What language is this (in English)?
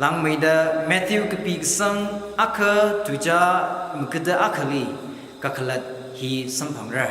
Tangkhul Naga (India)